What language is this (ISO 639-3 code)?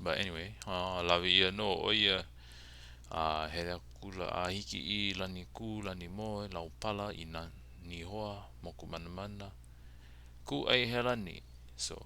haw